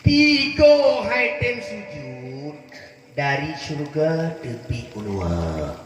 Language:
Achinese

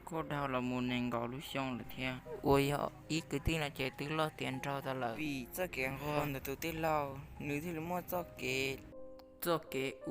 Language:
Hmong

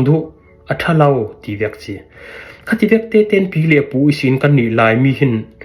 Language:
Falam Chin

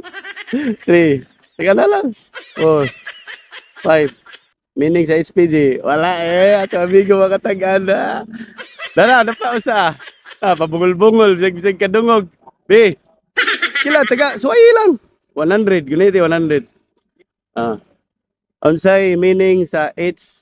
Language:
Cebuano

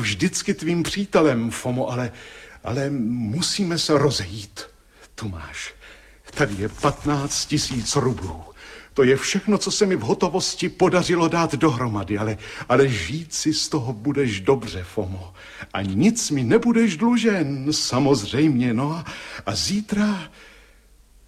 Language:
Czech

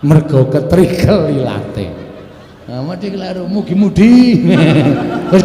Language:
Javanese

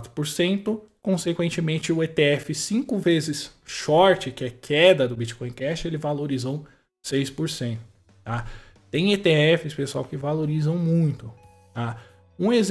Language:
Portuguese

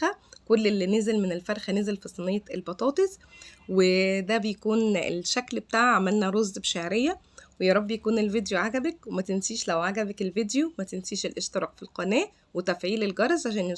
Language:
Egyptian Arabic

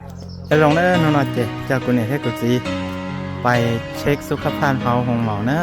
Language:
Hmong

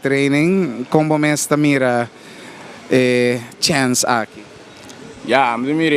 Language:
Papiamento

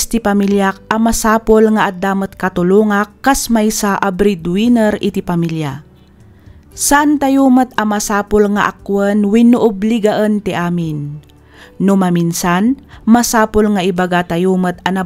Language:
Iloko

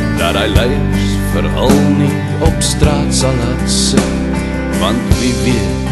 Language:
Afrikaans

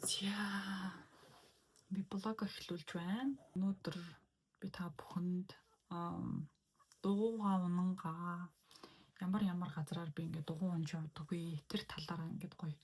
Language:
Mongolian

